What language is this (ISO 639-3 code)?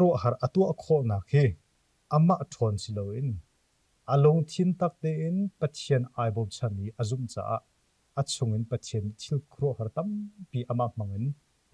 cnh